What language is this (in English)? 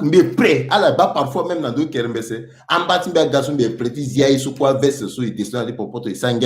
Sango